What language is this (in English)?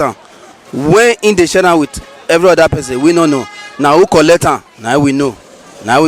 Nigerian Pidgin